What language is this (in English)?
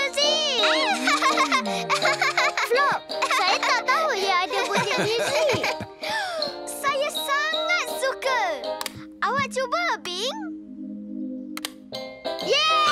Malay